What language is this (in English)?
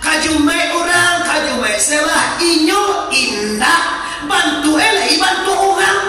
Minangkabau